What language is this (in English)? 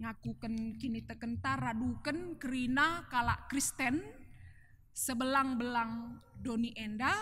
Batak Karo